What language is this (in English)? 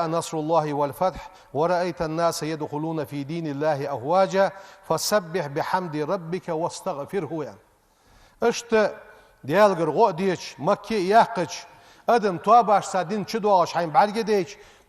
Ingush